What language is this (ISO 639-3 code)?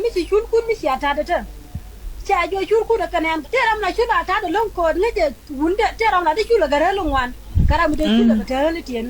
nus